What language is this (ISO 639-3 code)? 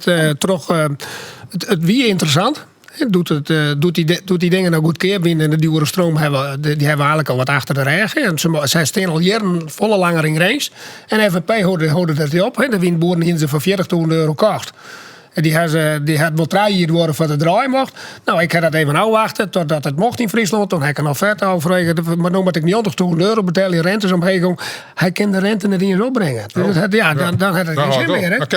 fry